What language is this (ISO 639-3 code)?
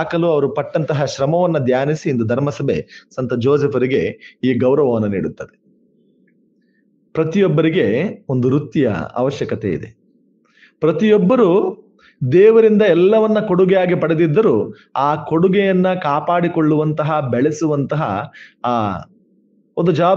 kan